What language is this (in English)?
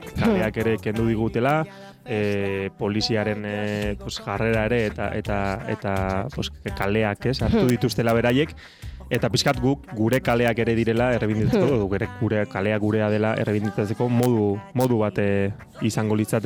Basque